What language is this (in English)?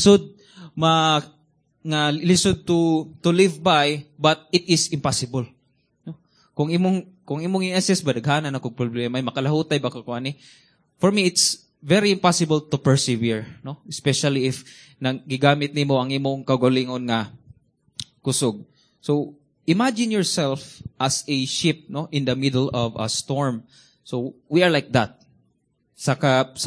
Cebuano